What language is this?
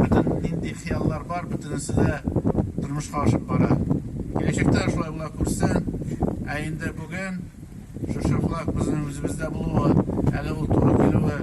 Tatar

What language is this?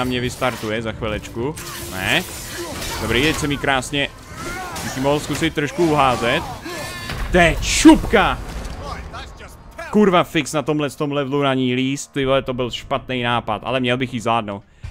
Czech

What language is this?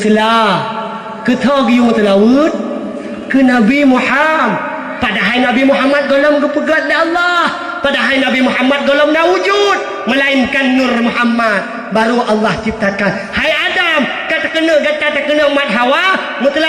Achinese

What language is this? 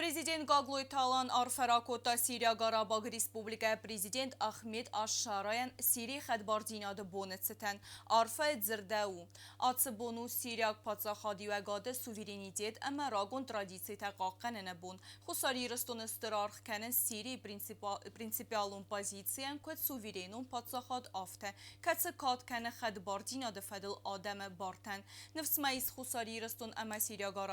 Ossetic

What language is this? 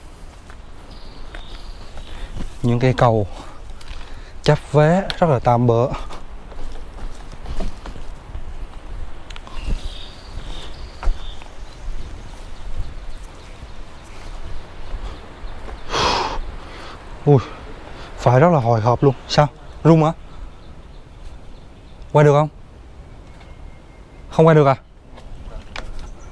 Vietnamese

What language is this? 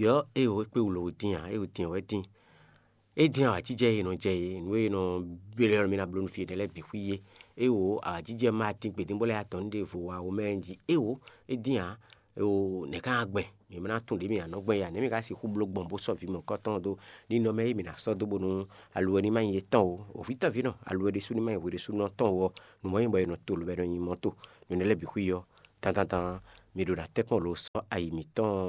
Fon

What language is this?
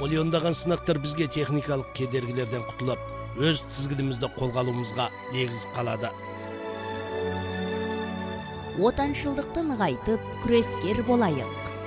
Kazakh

